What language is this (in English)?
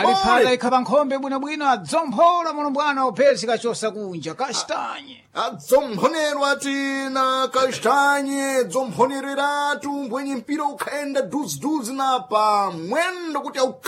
Sena